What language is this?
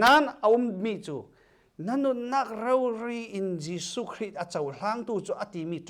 Falam Chin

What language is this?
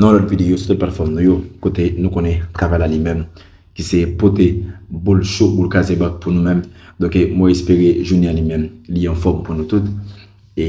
Haitian Creole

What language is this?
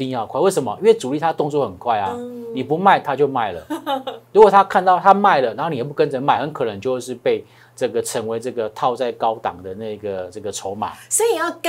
Chinese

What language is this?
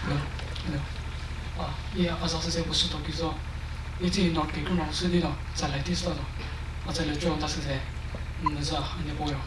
Chokri Naga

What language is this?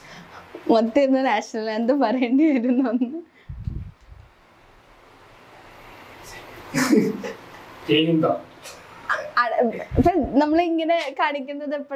Malayalam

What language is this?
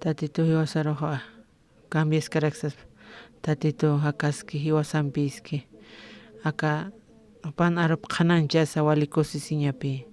Aymara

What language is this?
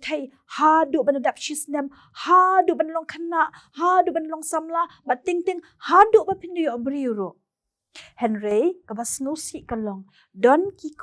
Khasi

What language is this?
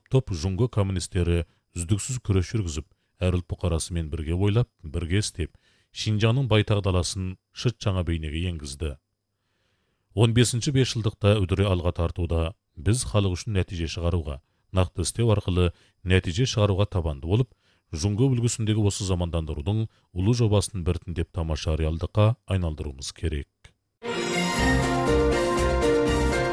Kazakh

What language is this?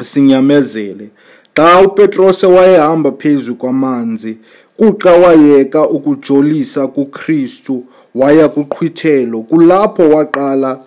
Xhosa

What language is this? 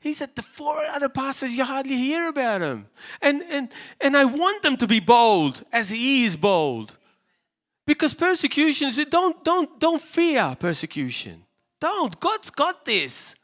English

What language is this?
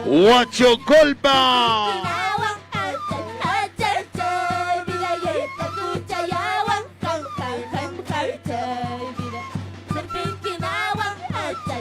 Ayacucho Quechua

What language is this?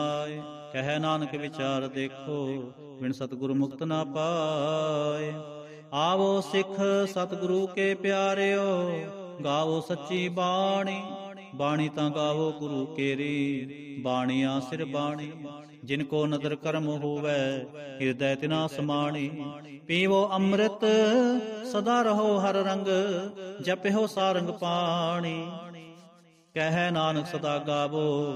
Punjabi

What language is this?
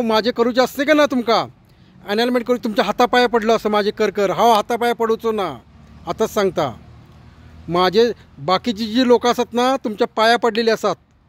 Konkani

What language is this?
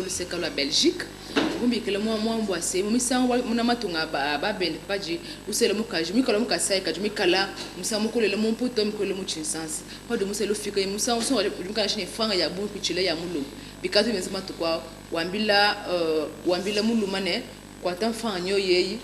Luba-Lulua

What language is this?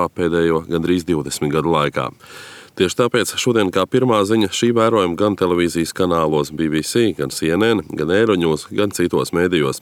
Latvian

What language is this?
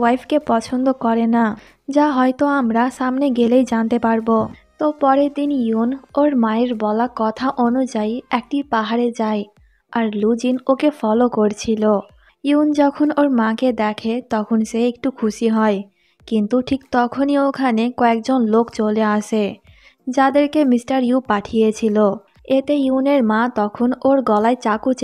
Bangla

